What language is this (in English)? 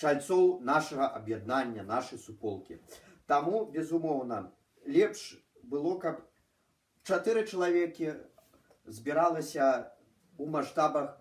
Belarusian